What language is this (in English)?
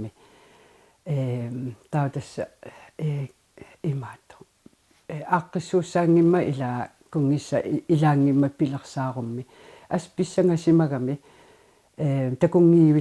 Kalaallisut